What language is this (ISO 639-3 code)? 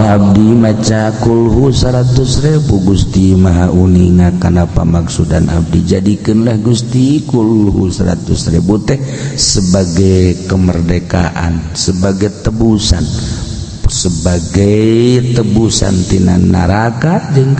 sun